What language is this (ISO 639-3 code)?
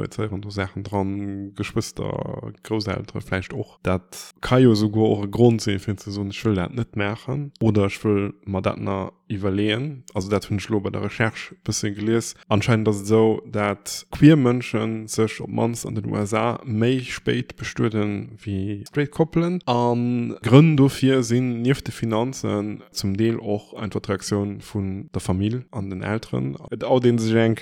ltz